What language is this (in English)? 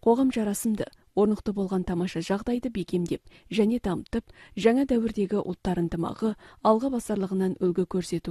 Kazakh